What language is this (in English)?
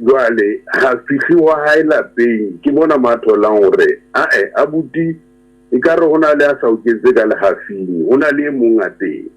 Southern Sotho